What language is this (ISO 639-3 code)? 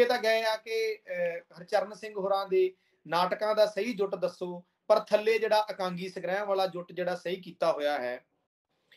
pan